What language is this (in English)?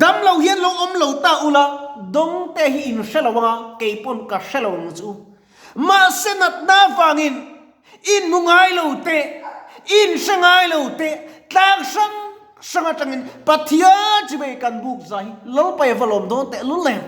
Mizo